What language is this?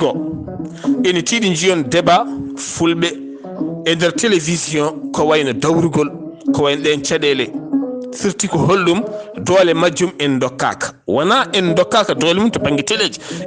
Fula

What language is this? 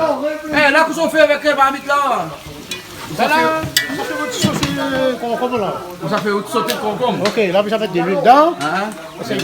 Réunion Creole French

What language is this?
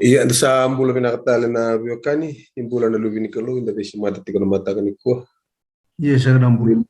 Fijian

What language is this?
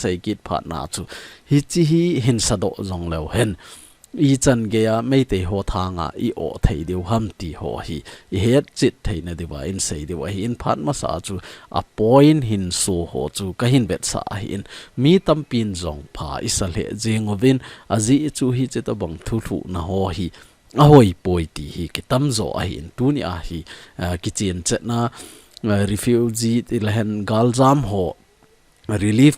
Thado Chin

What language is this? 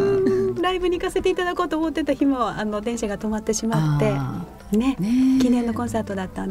Japanese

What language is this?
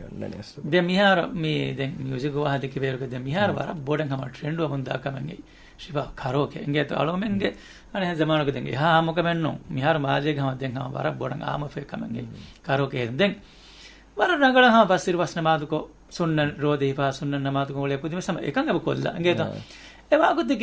Divehi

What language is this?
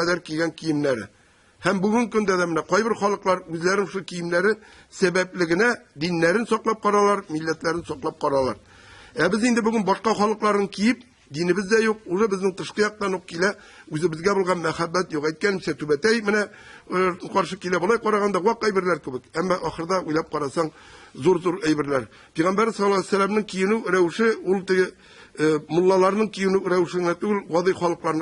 Tatar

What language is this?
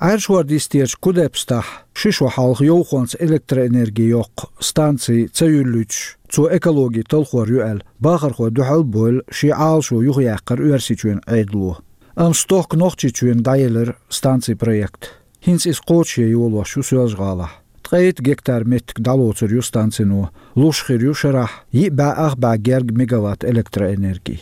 Chechen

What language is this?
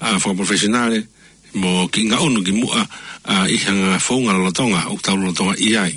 Tongan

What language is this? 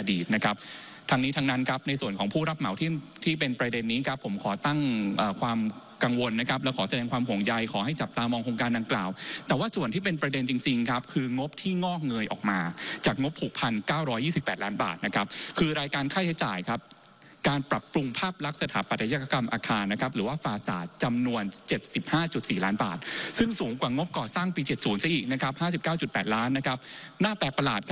Thai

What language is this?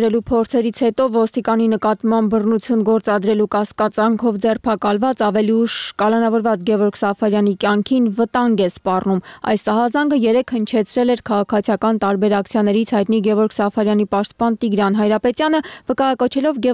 Armenian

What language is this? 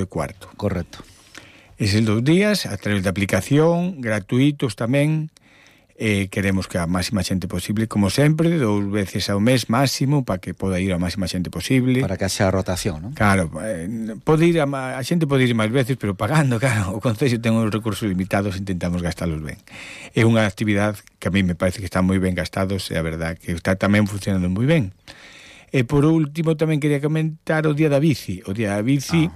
Galician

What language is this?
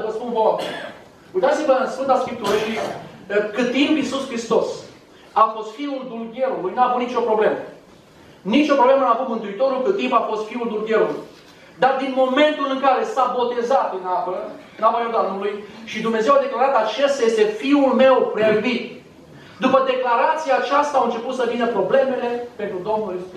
Romanian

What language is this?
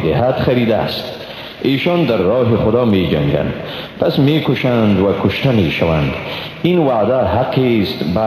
Persian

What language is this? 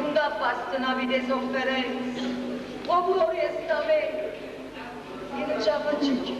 Neapolitan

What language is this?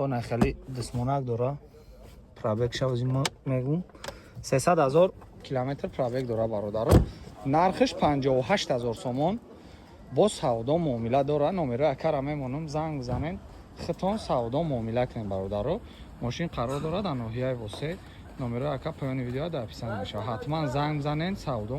Tajik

